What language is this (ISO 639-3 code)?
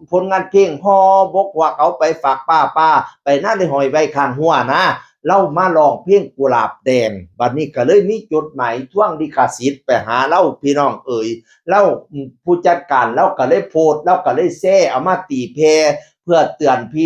tts